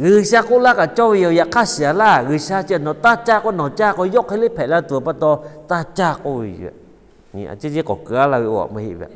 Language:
Lahu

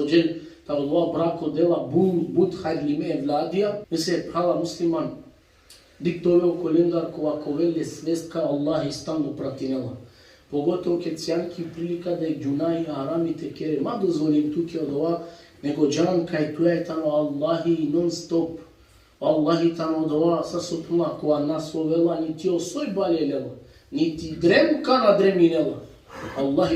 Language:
Balkan Romani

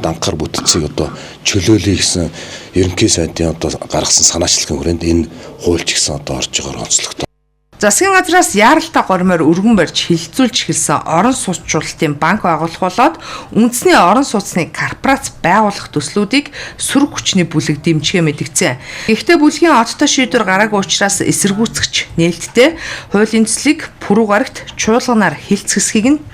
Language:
Mongolian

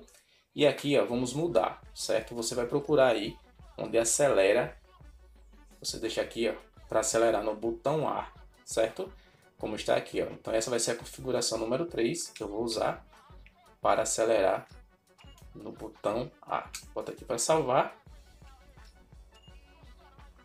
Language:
Portuguese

